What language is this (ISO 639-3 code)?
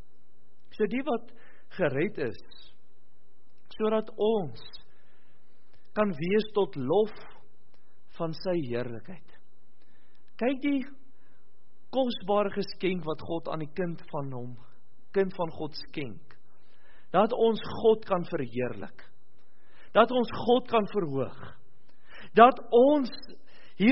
afr